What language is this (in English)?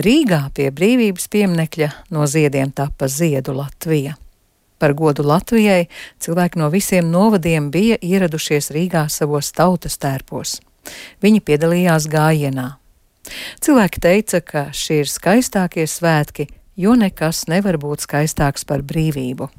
Latvian